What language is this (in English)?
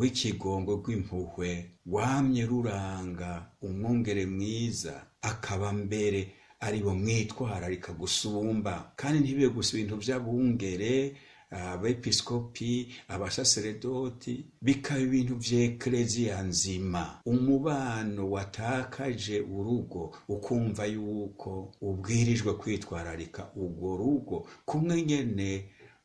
Rundi